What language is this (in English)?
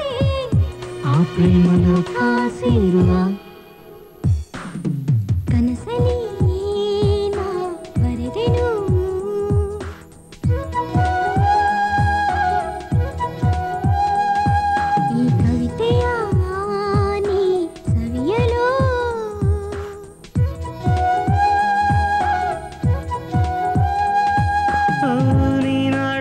Kannada